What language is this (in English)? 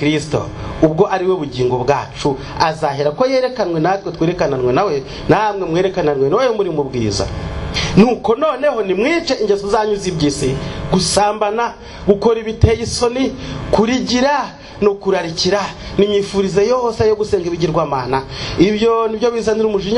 Kinyarwanda